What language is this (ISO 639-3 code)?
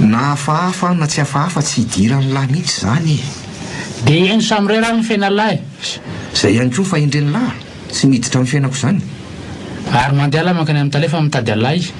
mlg